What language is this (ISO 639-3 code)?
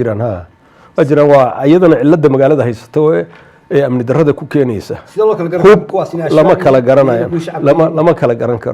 som